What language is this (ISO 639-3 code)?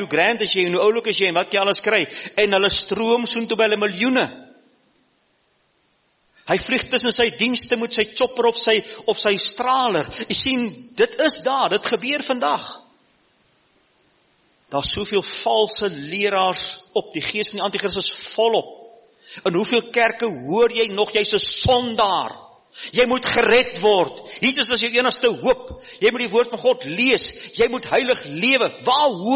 afr